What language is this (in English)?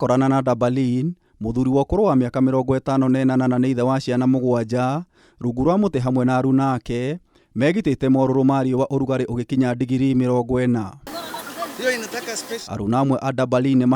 Kikuyu